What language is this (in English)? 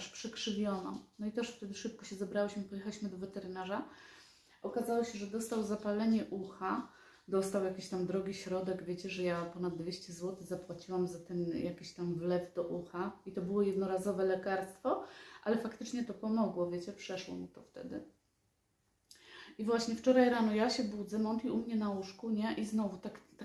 Polish